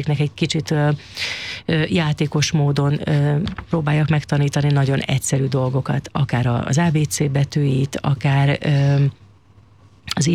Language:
Hungarian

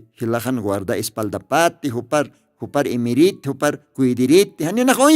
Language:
Aymara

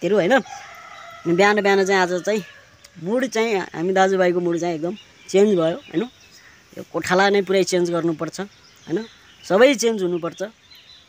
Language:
Nepali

